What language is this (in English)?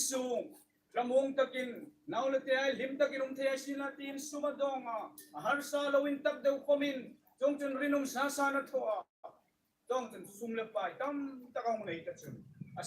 Hmar